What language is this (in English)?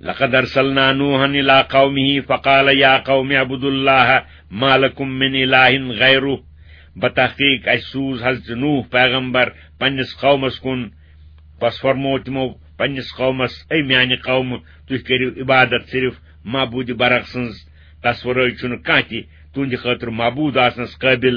Kashmiri